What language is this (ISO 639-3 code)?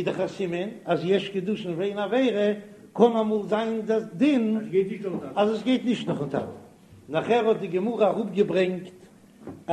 yid